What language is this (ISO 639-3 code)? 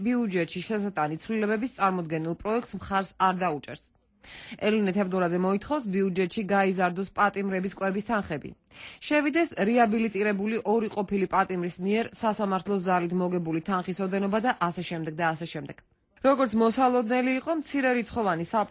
kat